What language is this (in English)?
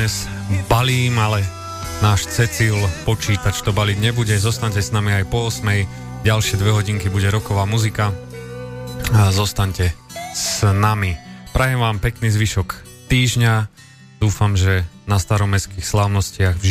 Slovak